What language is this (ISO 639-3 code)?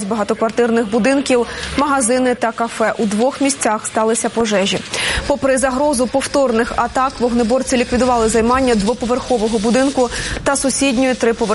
ukr